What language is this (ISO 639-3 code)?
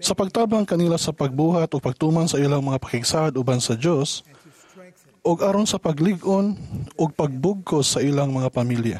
ceb